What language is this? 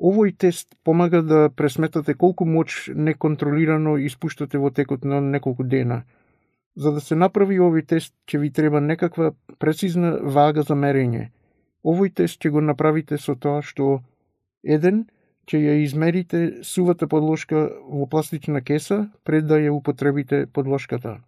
Macedonian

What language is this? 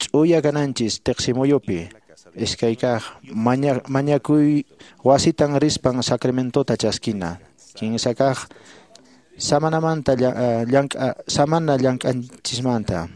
Quechua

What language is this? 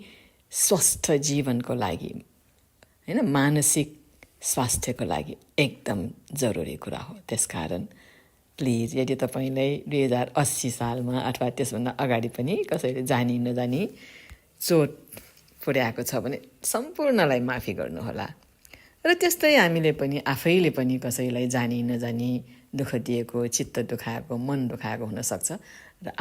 Nepali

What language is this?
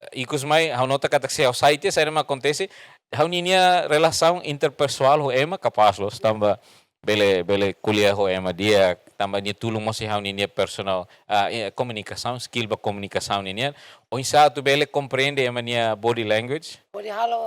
Tetum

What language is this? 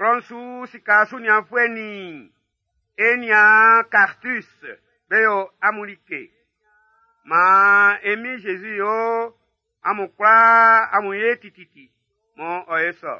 Baoulé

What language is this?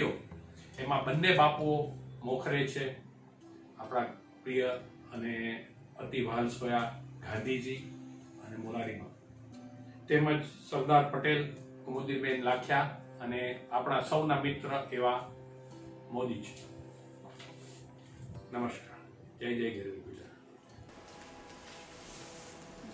Gujarati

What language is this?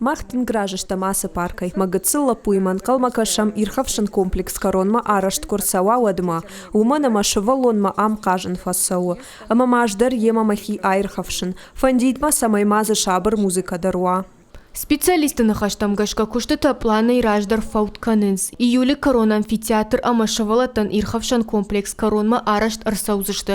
Ossetic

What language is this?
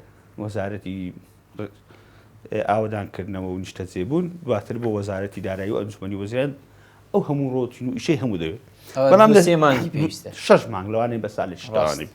Central Kurdish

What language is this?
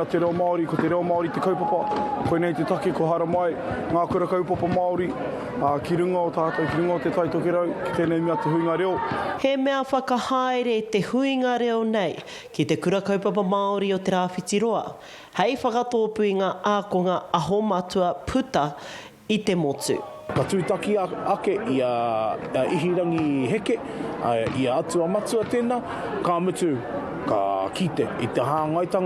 Māori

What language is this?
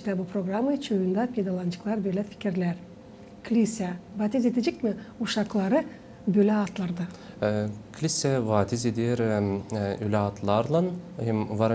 Gagauz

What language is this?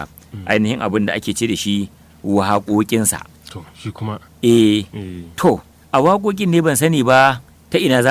Hausa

